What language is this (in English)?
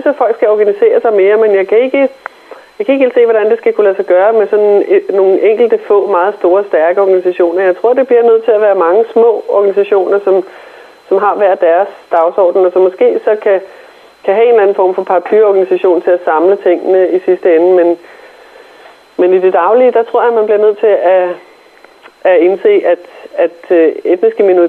Danish